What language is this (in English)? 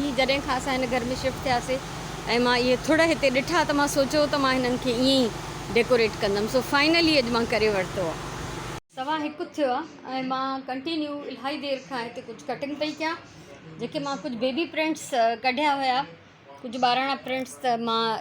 Sindhi